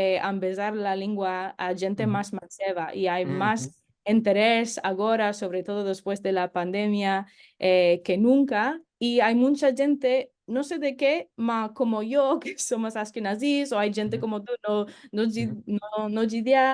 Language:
Ladino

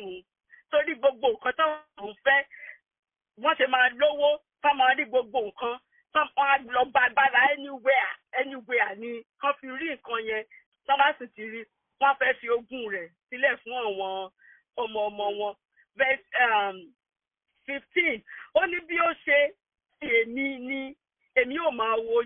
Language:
Yoruba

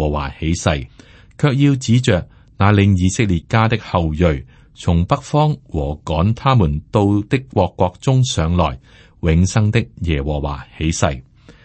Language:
Cantonese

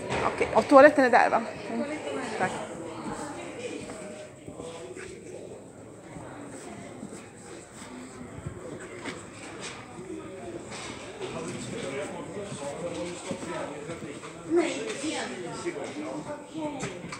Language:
Swedish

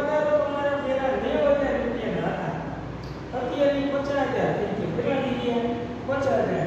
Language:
Gujarati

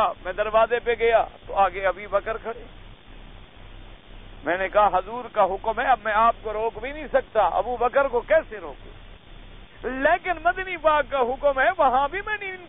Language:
Urdu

